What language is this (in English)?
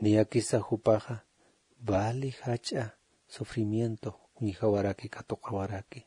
Aymara